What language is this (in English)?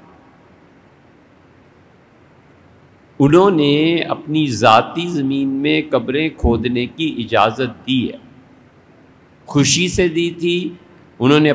Urdu